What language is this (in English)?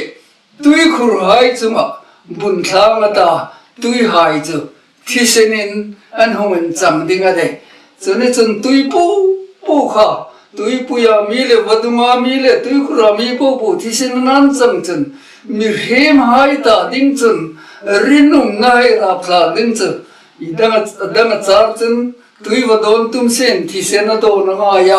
Hmar